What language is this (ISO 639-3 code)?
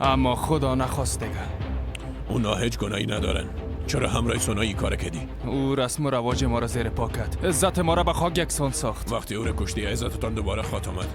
fas